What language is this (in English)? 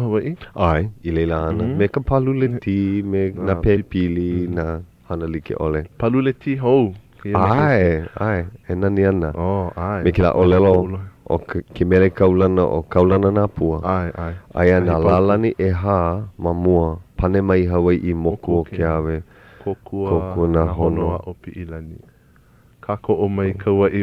Hawaiian